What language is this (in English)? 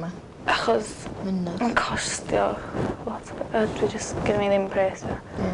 Welsh